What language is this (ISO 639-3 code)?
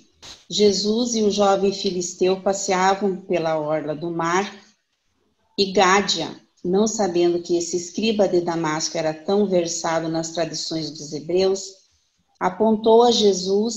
por